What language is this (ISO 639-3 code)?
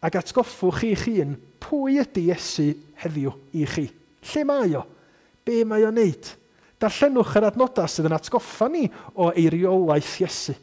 cym